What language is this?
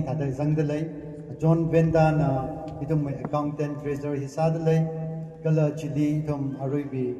Tangkhul Naga (India)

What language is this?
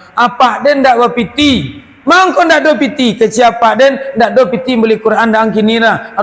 Minangkabau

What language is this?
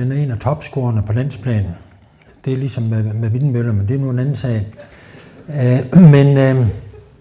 Danish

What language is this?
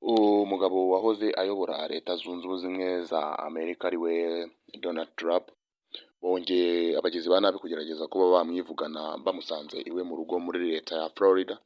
Kinyarwanda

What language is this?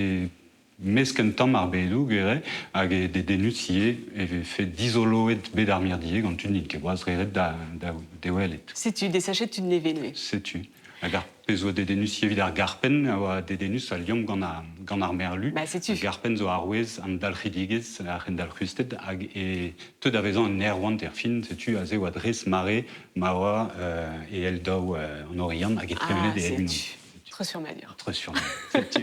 Breton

